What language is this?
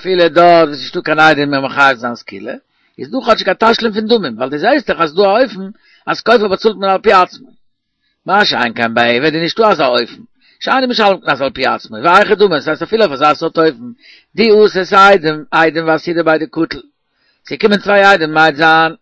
Yiddish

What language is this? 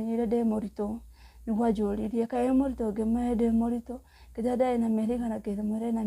Kikuyu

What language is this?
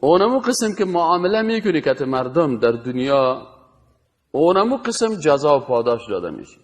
Persian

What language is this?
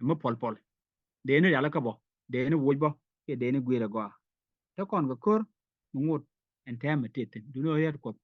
Nuer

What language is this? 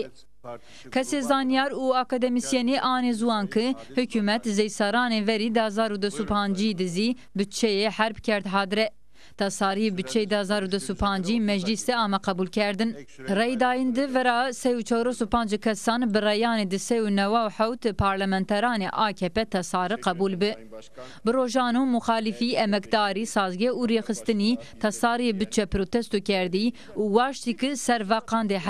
Zaza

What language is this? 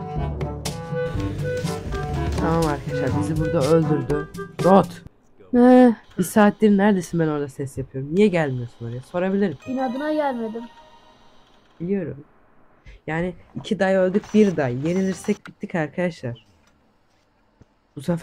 Turkish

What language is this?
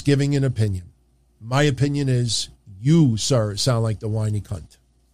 English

